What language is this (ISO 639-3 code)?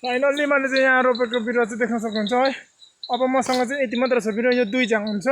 nep